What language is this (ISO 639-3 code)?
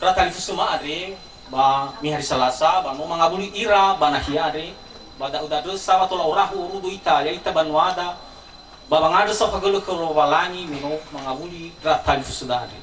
nia